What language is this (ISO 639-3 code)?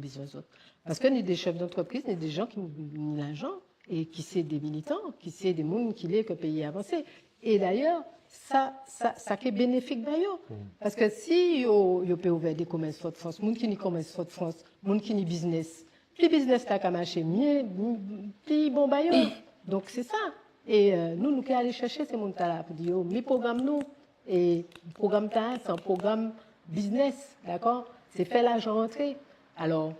gcf